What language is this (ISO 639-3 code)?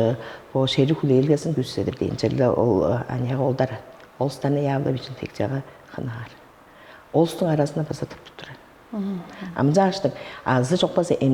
tyv